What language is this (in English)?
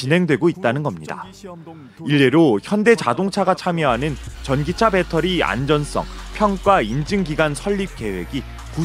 Korean